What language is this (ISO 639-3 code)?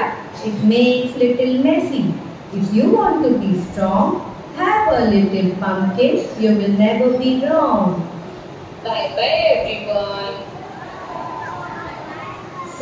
eng